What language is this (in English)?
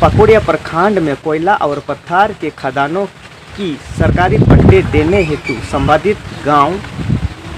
Santali